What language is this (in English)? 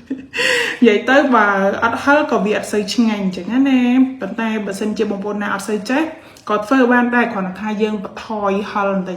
Khmer